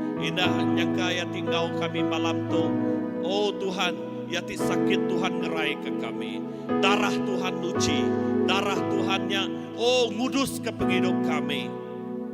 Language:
Iban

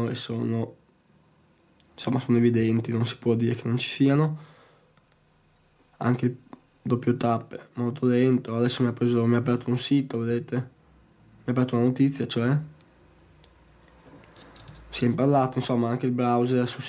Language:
Italian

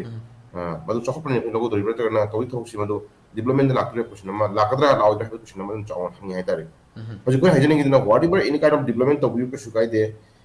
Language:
Manipuri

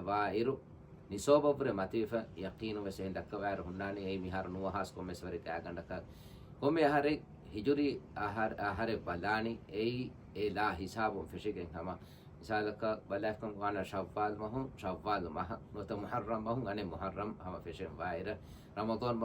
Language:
Divehi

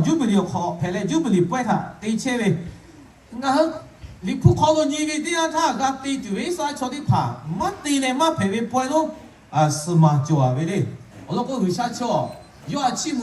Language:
Lahu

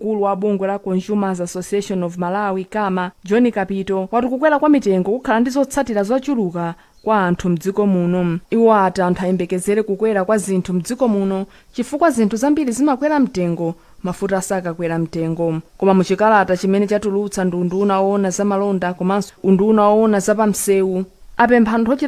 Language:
Nyanja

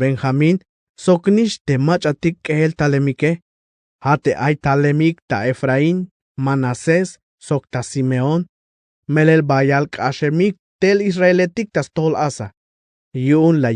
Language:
Tzeltal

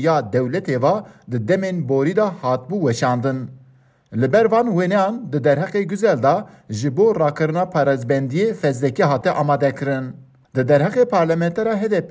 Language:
Kurdish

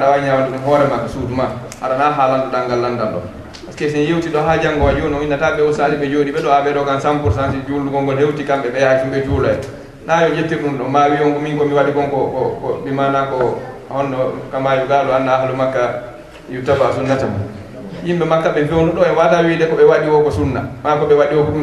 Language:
Fula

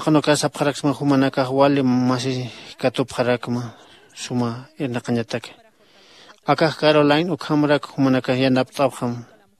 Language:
Aymara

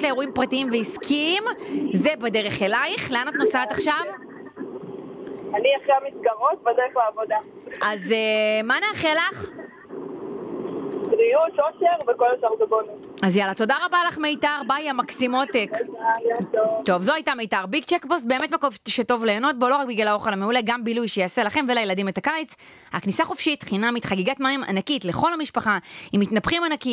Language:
Hebrew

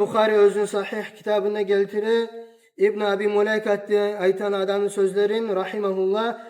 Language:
Kumyk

